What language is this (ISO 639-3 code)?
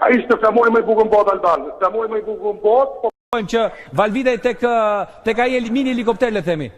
sqi